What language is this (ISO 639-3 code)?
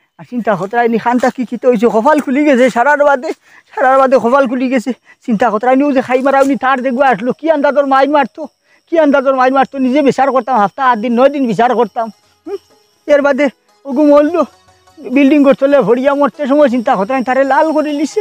syl